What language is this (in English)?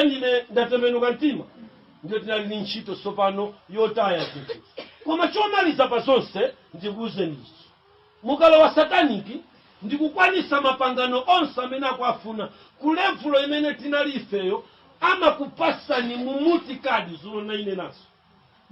Nyanja